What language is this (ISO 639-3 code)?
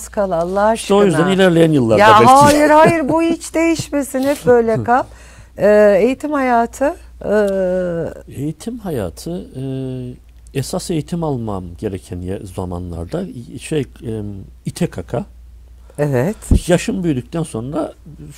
tur